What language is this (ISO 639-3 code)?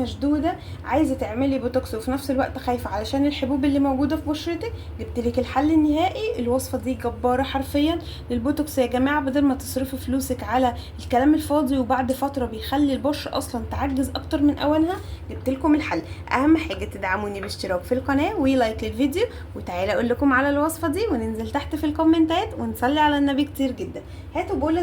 arz